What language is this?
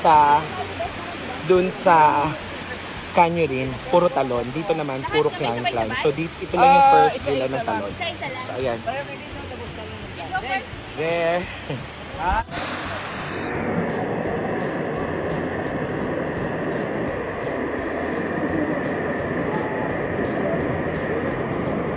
Filipino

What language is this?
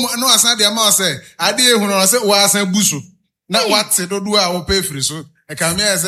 Akan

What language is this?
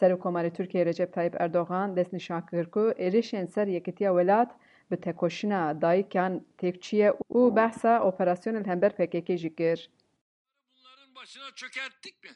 Kurdish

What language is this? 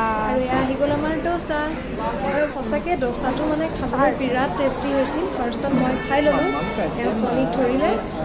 Assamese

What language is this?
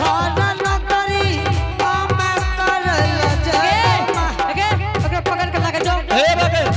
Angika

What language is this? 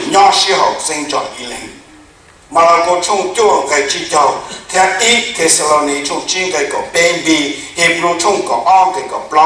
Hmong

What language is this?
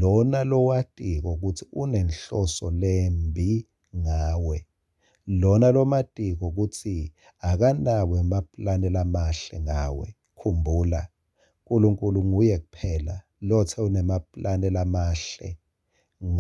Swati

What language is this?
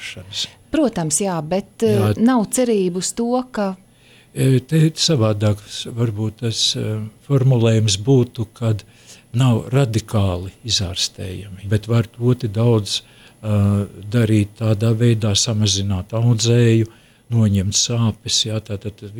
Latvian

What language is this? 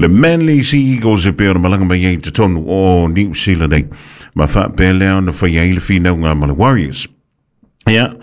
Samoan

